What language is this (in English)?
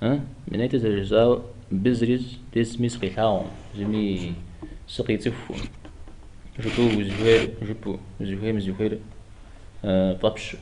Kabardian